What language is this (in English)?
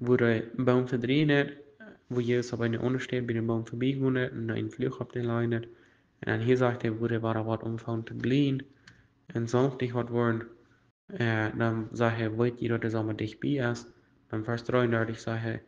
Plautdietsch